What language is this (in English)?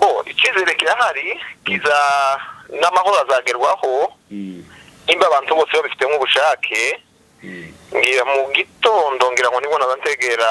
Kinyarwanda